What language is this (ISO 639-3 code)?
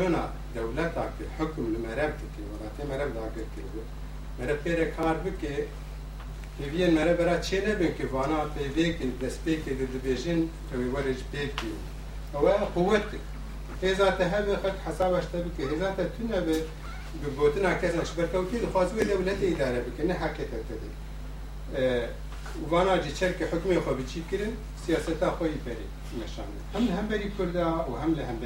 kur